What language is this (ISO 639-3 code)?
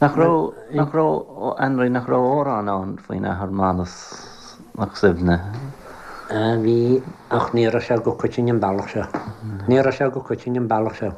gle